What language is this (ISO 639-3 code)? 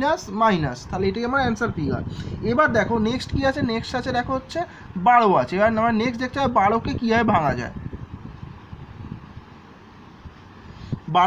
ben